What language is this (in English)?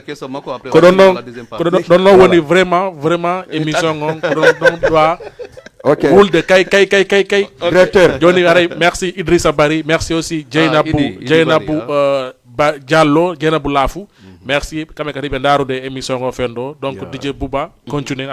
Fula